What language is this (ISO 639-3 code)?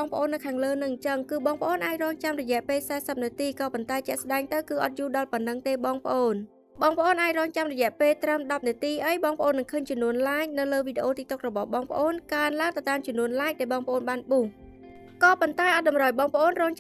khm